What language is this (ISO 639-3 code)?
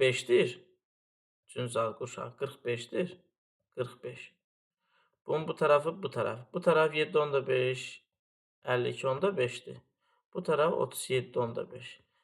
aze